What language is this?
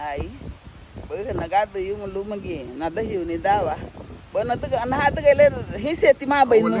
Garifuna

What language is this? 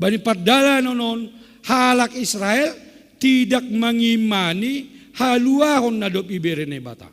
Batak Simalungun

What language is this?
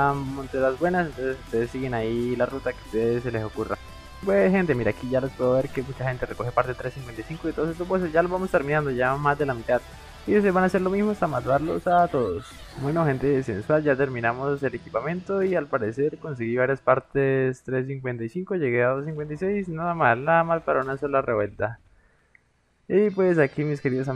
Spanish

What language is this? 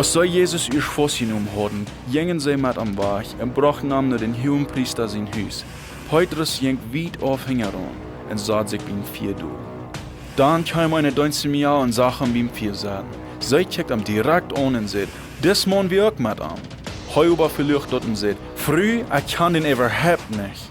Plautdietsch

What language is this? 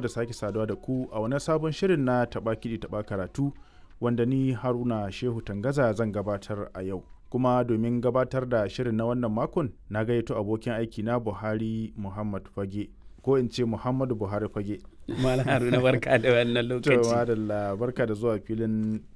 Hausa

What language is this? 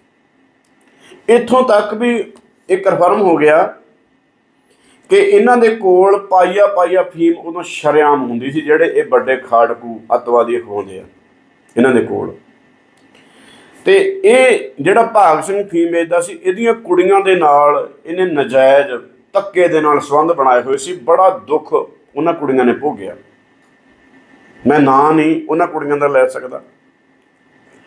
Punjabi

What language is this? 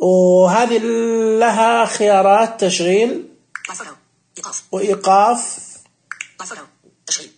Najdi Arabic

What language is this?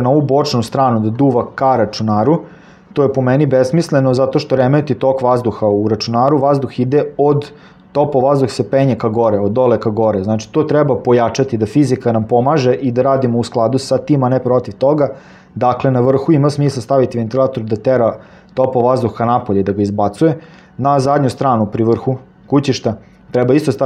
Serbian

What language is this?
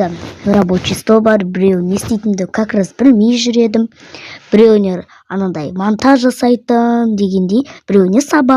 Kazakh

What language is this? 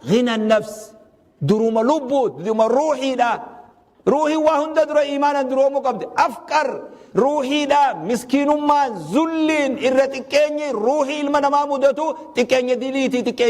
Oromo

